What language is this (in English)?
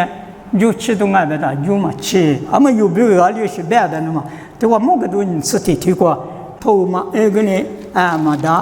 Lisu